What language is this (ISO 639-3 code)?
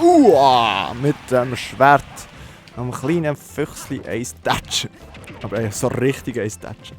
gsw